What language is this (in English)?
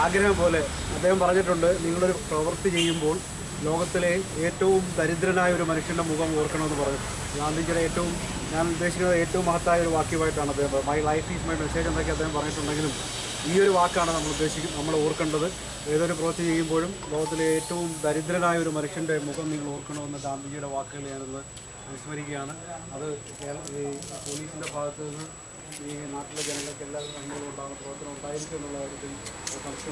Malayalam